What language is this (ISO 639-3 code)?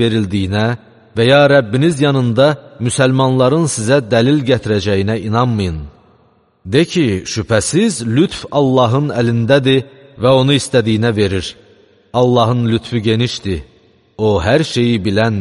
aze